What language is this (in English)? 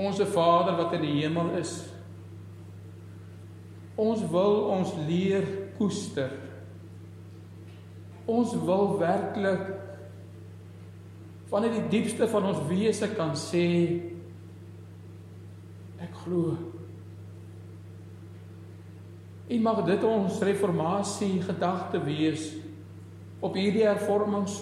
Afrikaans